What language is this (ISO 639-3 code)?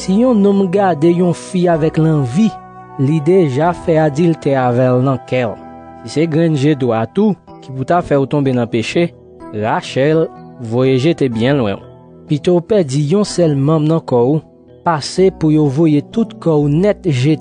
hat